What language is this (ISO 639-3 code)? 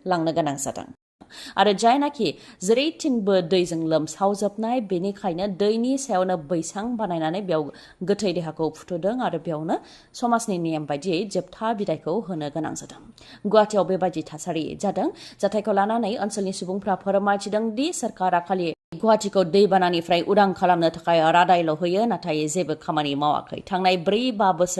brx